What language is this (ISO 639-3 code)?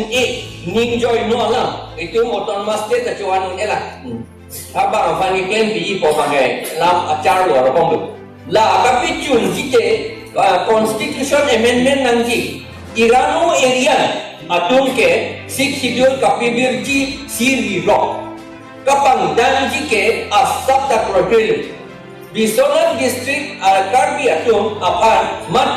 mjw